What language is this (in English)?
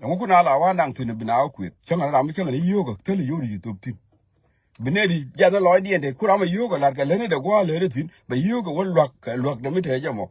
Nuer